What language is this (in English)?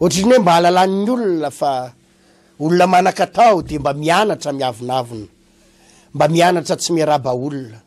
Malagasy